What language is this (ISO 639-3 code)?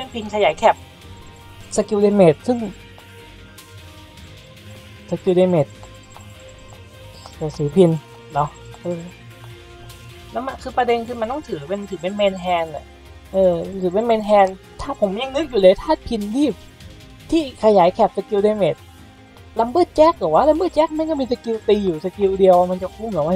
tha